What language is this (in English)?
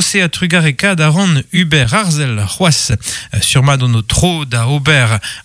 Breton